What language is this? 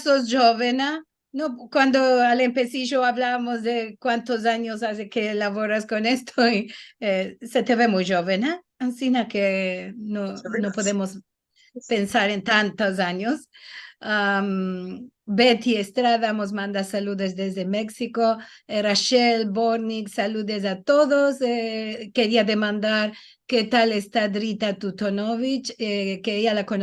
Ladino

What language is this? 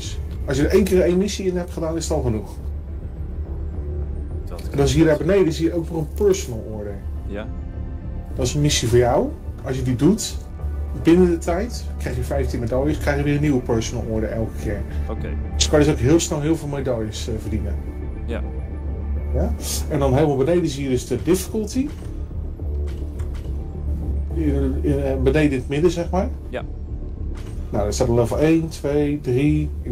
Dutch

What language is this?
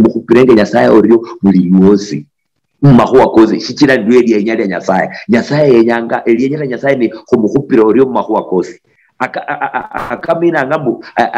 Luyia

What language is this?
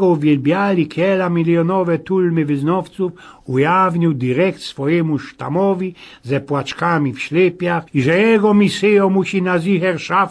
Silesian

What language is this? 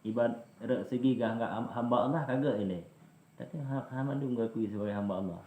Achinese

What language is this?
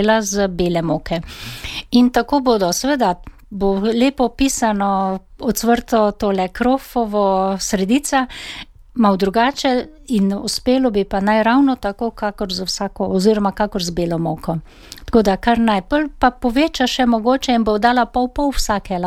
Slovenian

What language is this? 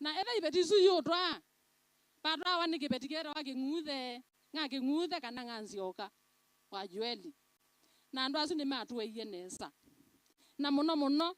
Kamba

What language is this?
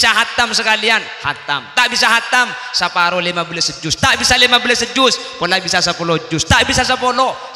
Madurese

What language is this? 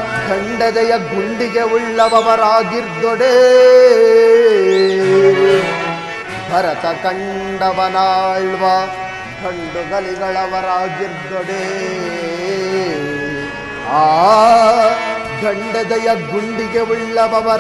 Kannada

